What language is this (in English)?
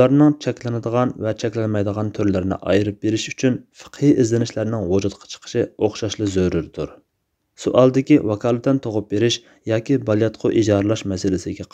Uyghur